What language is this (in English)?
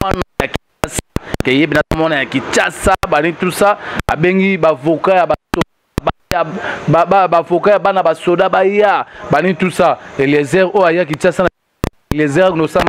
Lingala